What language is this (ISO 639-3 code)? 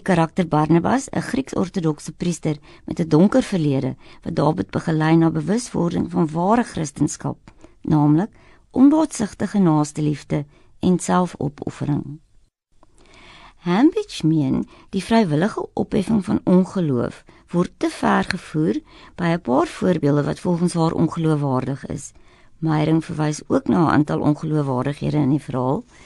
afr